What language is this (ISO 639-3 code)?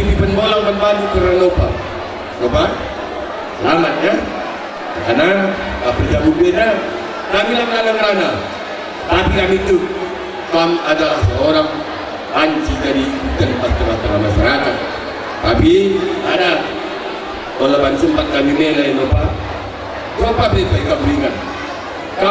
btx